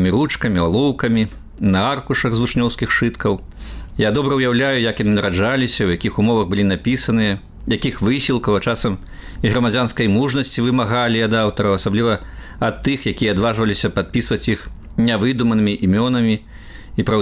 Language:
Belarusian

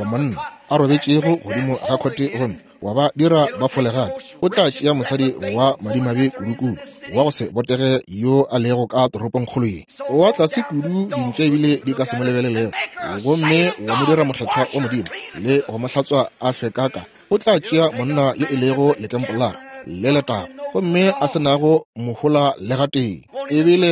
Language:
Northern Sotho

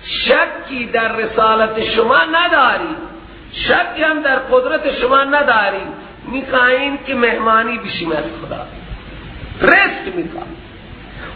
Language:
Persian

